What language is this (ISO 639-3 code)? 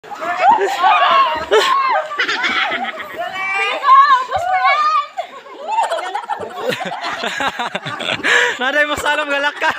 ceb